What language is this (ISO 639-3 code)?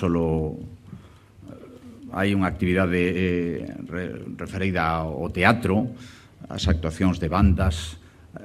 glg